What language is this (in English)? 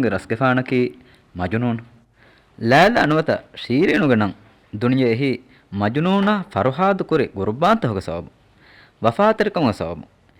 Divehi